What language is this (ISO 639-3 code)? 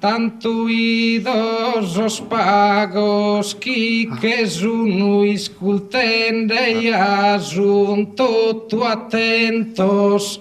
srd